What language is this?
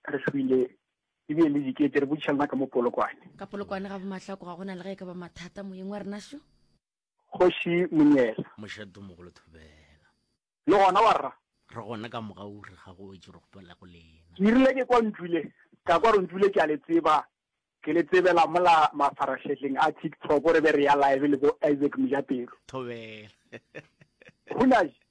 Northern Sotho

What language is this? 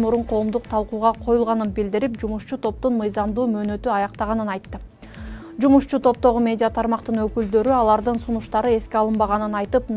Kyrgyz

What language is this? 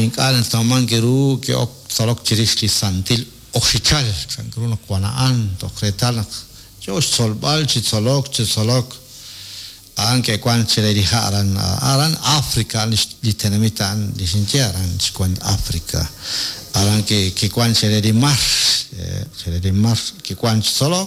Kekchí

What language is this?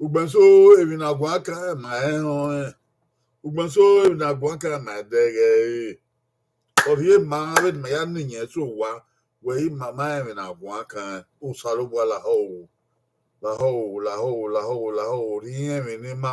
Bini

